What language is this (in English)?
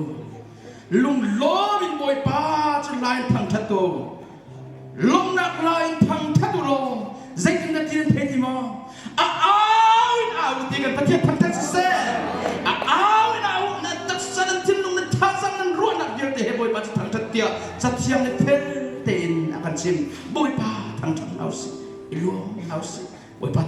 Hakha Chin